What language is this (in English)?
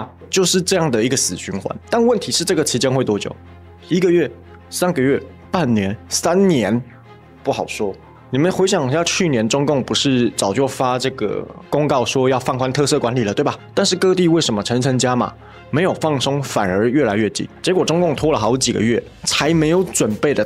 Chinese